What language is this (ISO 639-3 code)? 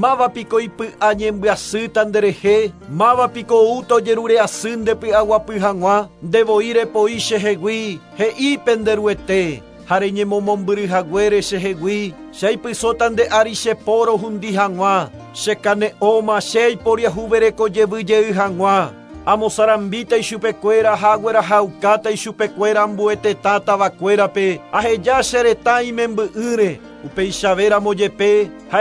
grn